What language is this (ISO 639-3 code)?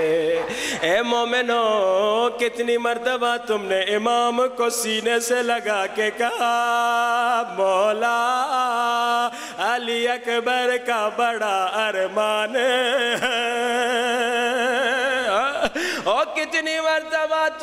urd